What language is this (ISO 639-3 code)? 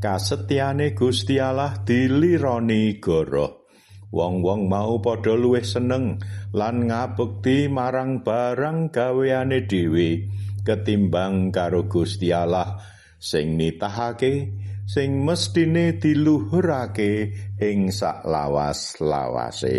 jav